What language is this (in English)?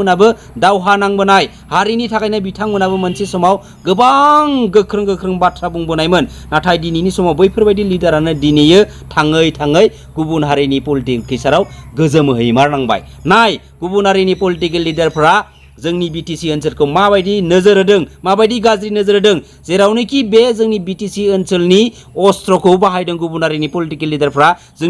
Bodo